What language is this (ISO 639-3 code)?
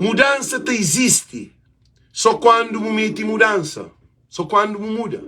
kea